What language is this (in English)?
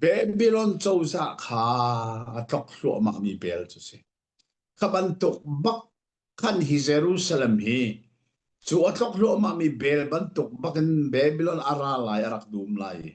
Hakha Chin